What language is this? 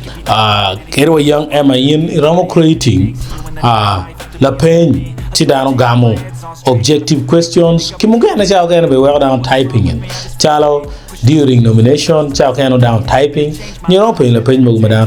Acoli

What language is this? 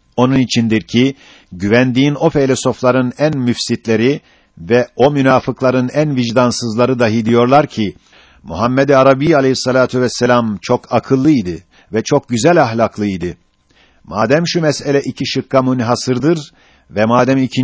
Turkish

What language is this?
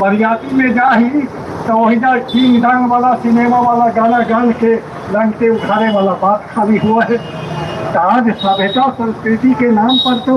Magahi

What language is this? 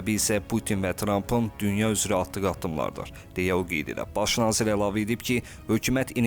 Azerbaijani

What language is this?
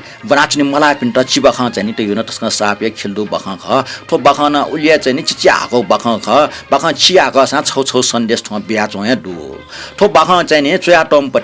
Newari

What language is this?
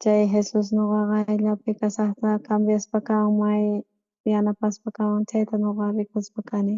South Bolivian Quechua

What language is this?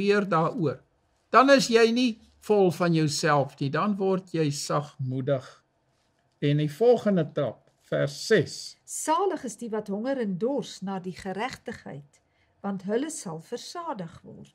Afrikaans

